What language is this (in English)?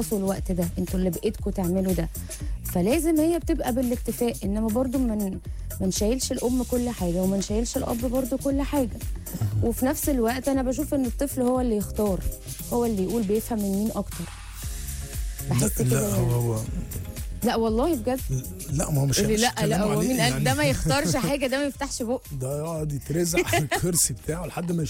Egyptian Arabic